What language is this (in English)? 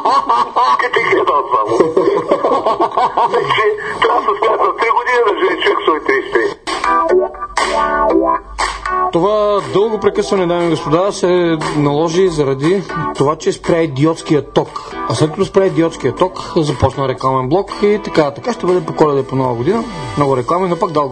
Bulgarian